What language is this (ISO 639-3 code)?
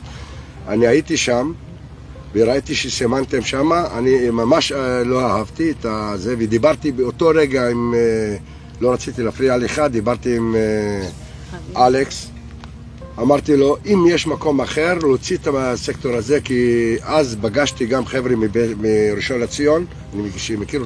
heb